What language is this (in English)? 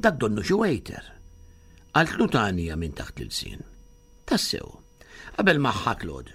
Maltese